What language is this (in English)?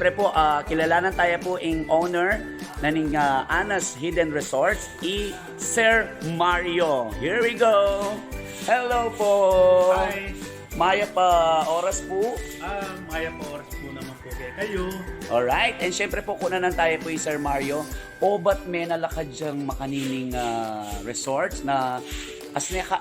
Pampanga